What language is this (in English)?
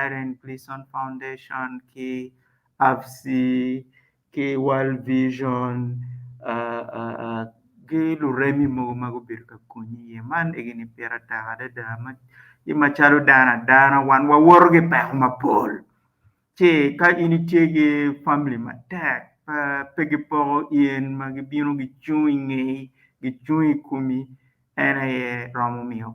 Acoli